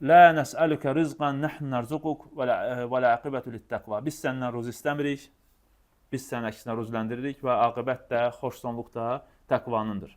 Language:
Azerbaijani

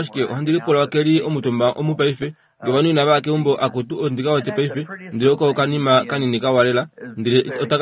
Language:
Kuanyama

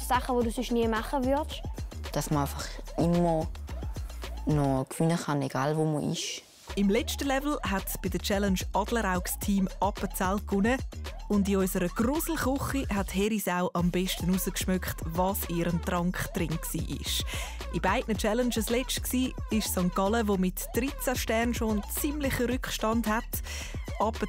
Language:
Swiss German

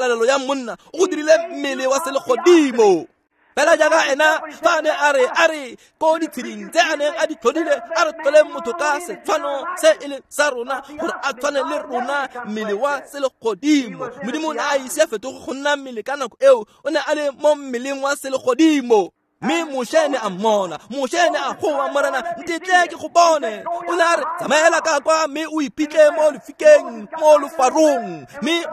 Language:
Tswana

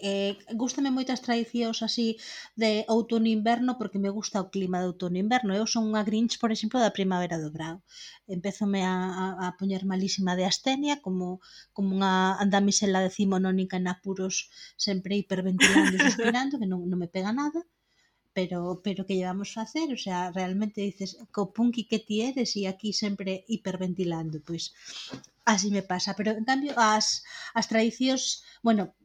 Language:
Galician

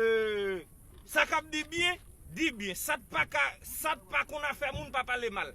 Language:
Haitian Creole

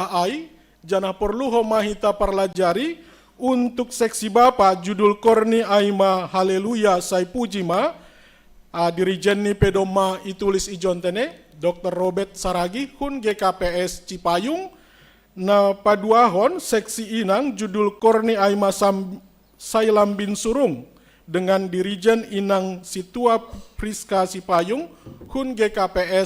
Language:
Batak Simalungun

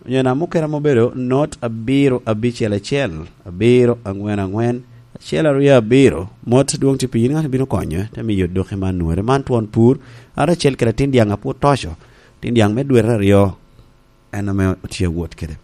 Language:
Lango (Uganda)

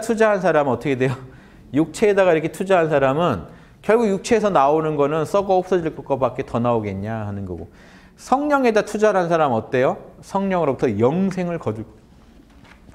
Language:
Korean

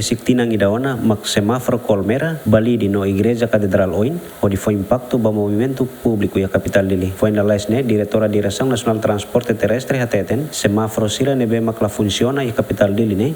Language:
Tetum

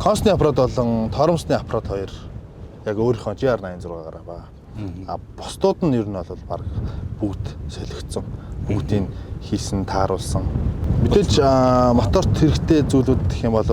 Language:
Mongolian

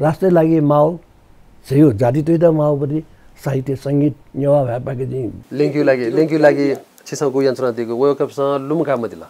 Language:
Newari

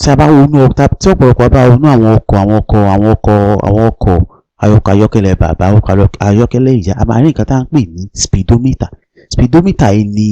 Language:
Yoruba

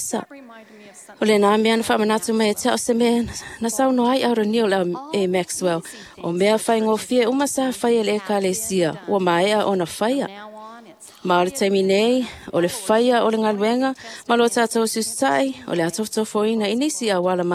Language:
Samoan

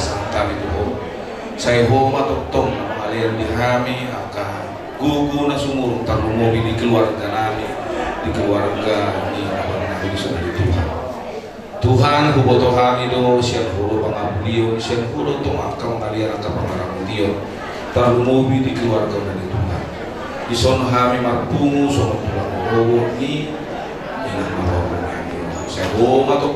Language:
Batak Toba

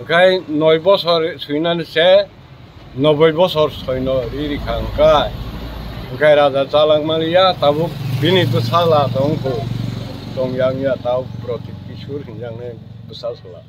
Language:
Kok Borok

